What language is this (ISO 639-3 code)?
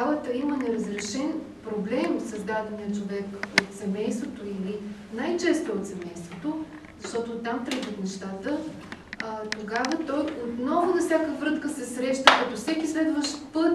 bul